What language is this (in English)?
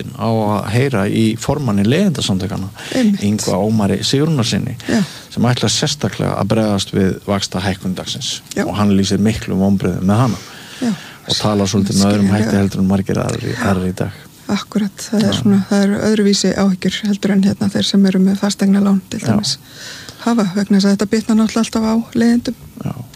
Icelandic